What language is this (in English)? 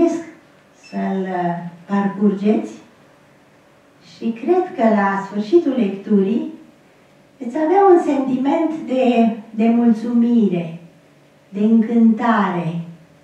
Romanian